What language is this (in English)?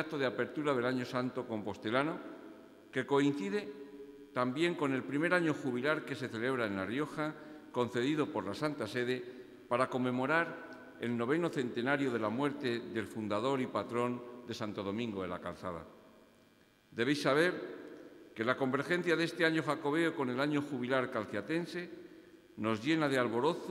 Spanish